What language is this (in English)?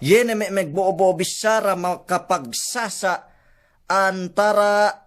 Yakan